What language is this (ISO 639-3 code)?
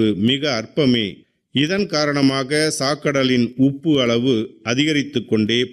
tam